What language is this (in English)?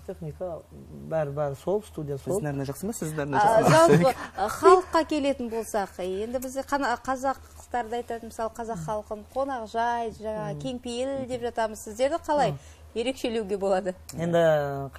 Kara-Kalpak